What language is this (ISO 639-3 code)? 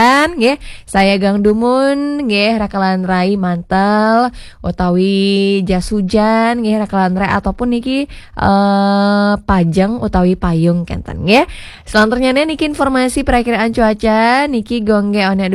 ban